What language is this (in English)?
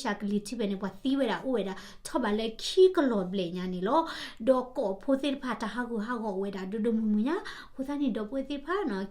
S'gaw Karen